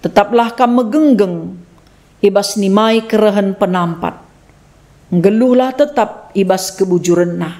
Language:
Batak Karo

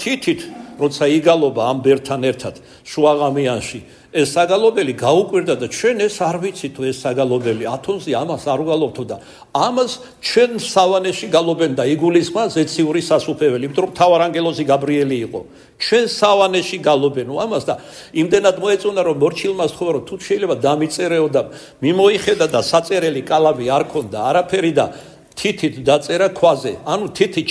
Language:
Georgian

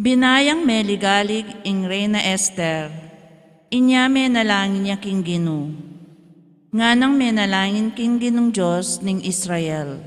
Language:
Pampanga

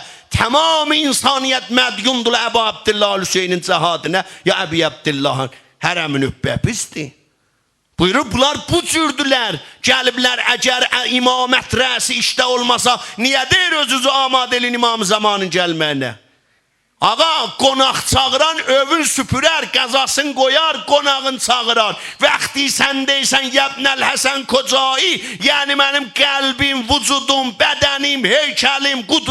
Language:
South Azerbaijani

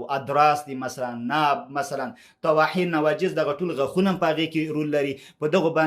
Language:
Pashto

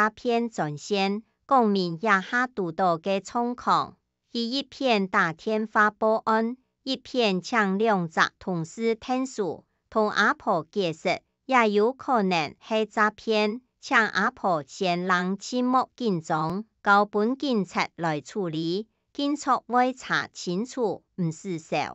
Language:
Hakka Chinese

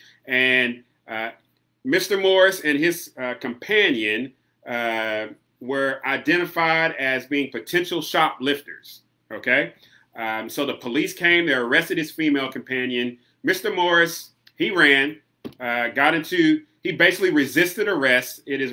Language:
English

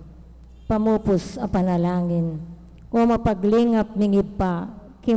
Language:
Pampanga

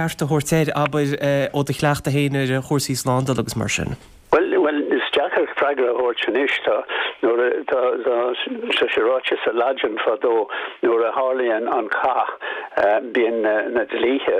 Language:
Irish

